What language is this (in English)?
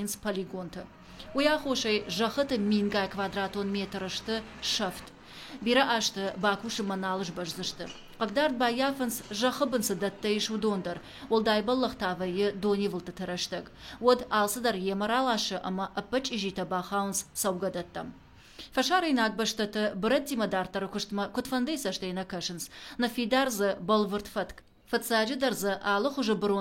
Ossetic